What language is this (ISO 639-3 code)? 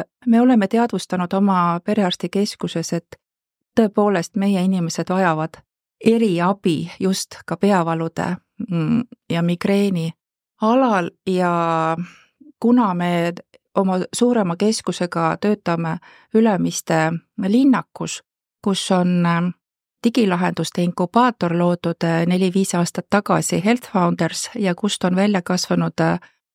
est